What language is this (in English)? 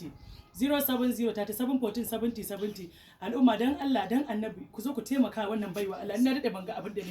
Hausa